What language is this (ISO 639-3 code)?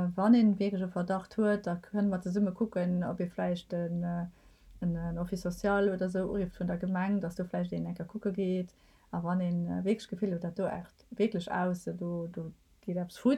ltz